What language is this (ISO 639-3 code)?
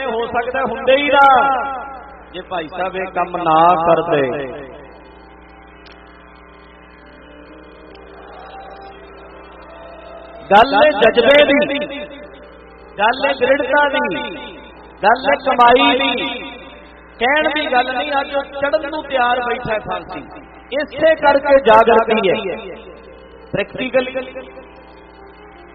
pan